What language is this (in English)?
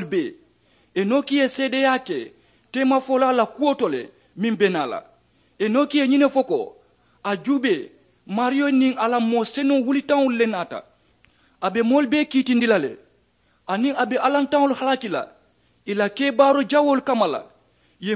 Mandingo